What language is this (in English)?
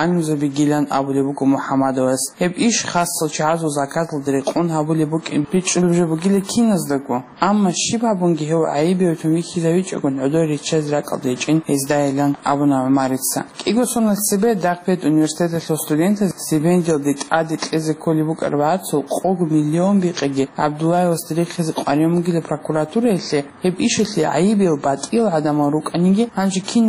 Avaric